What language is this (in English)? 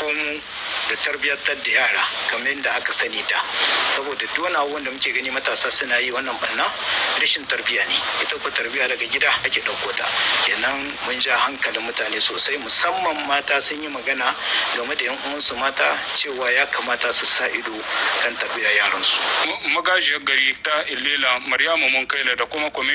Hausa